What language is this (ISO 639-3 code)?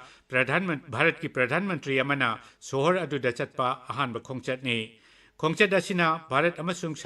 mni